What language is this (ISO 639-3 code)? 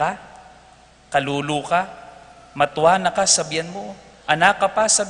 pam